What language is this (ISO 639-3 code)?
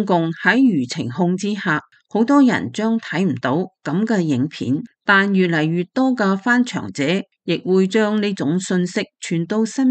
yue